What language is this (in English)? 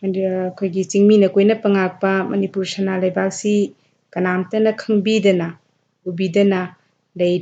Manipuri